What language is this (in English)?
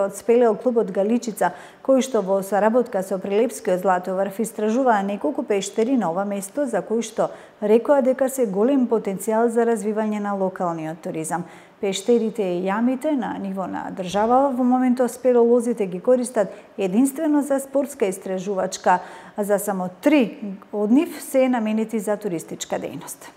Macedonian